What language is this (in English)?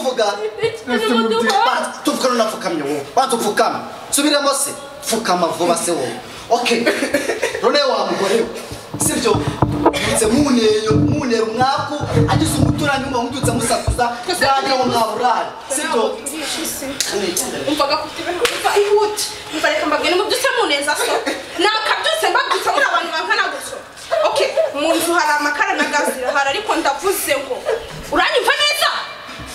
Kinyarwanda